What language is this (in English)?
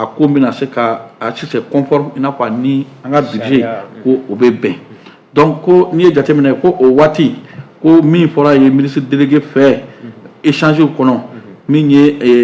Bambara